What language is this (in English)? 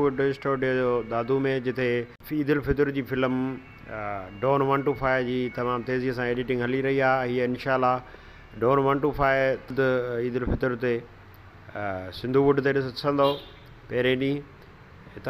Sindhi